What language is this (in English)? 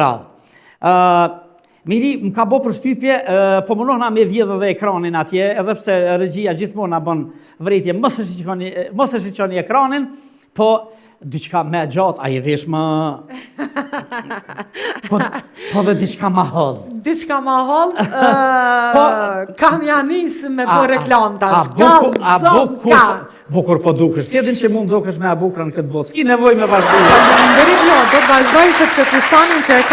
Albanian